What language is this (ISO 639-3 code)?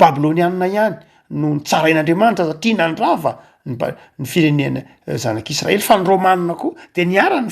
mlg